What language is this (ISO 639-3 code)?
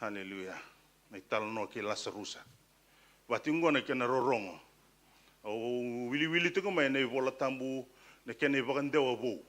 fij